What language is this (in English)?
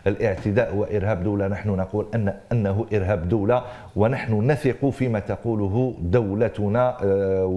Arabic